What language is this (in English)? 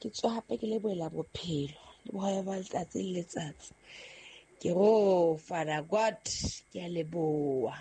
Southern Sotho